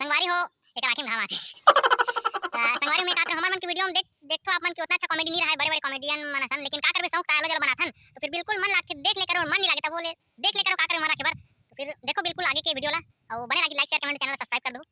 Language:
Chhattisgarhi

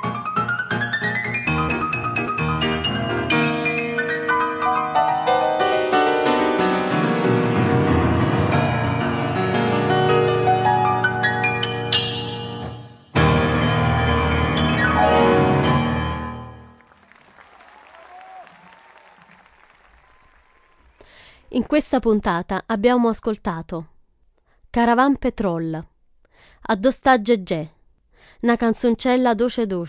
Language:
Italian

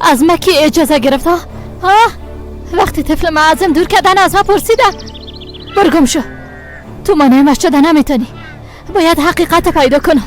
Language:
Persian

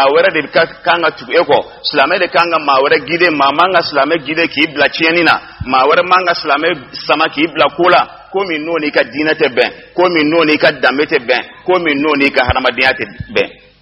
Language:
Bambara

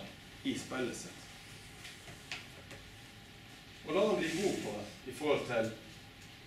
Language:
Norwegian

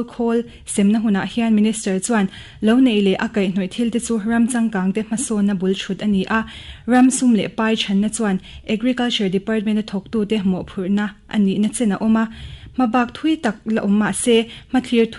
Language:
Mizo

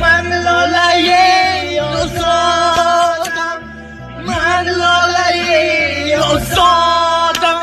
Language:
Tajik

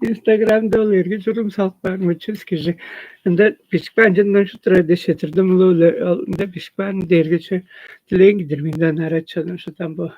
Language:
Tuvinian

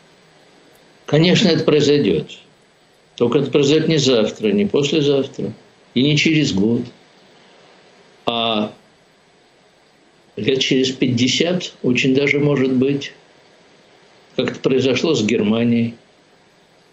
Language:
Russian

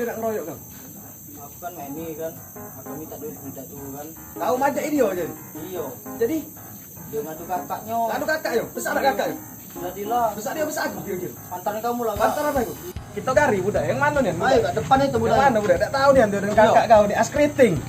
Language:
Musi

